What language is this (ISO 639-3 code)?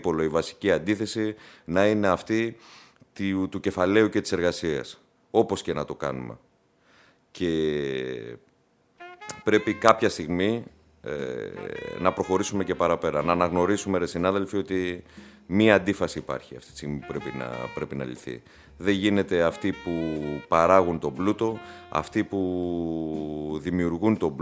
ell